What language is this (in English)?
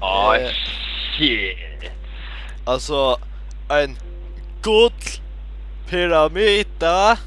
Faroese